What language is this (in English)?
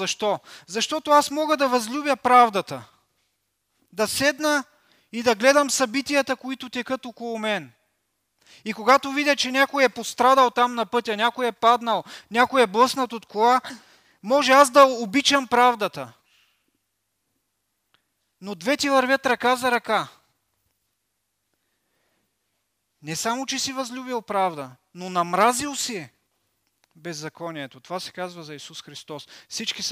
Bulgarian